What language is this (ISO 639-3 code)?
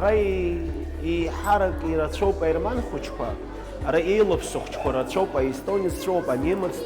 abk